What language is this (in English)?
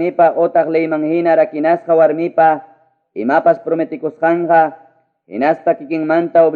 Ayacucho Quechua